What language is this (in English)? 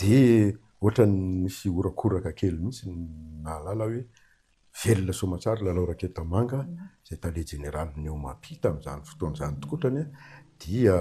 Malagasy